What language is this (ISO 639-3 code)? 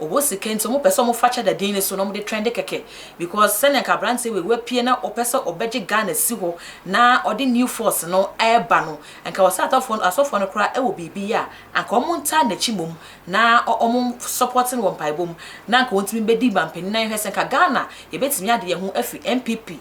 aka